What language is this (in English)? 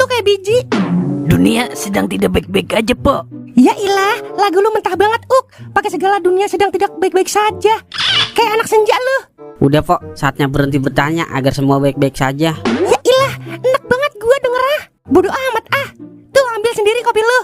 Betawi